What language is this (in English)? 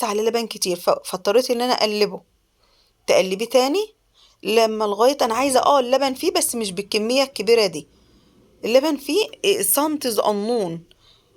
Egyptian Arabic